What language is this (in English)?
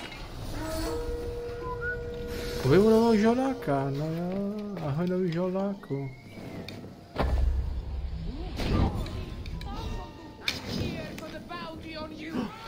Czech